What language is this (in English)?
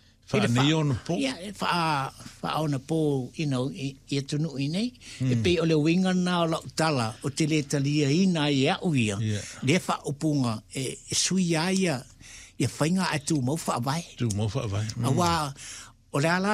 Samoan